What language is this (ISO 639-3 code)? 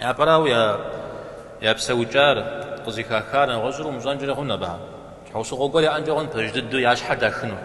kbd